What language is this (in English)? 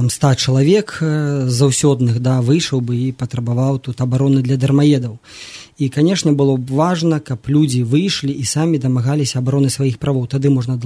Belarusian